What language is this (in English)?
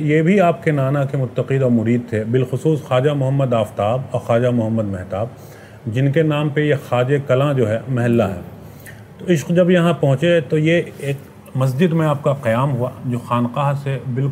Urdu